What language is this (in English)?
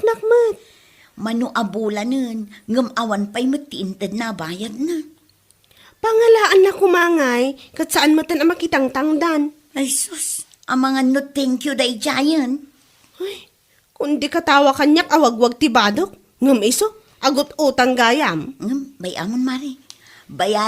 Iloko